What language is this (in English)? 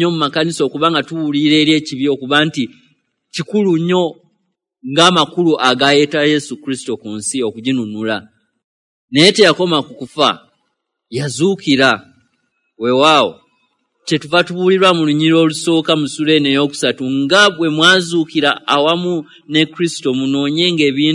Ganda